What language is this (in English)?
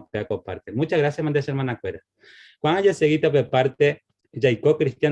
Guarani